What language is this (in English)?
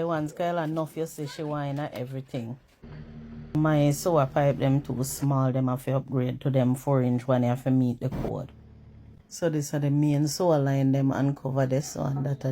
Jamaican Creole English